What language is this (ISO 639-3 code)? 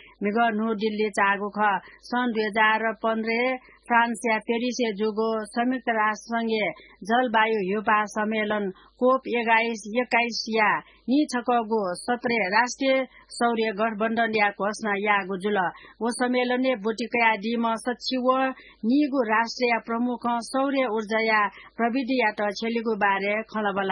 new